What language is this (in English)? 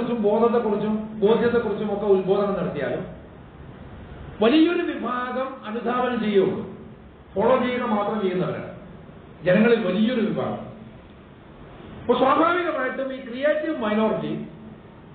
Malayalam